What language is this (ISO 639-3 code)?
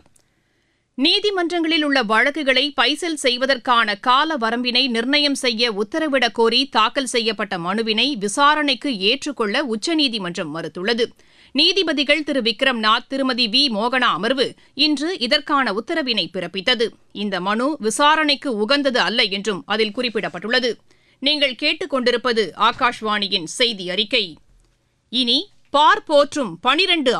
tam